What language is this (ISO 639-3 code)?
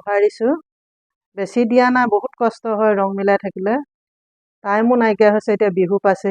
asm